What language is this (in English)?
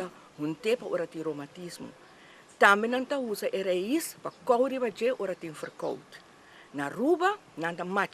Papiamento